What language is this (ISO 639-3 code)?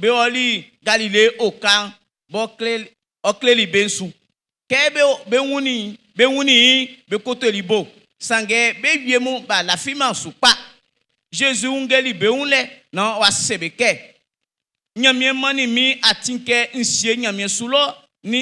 bci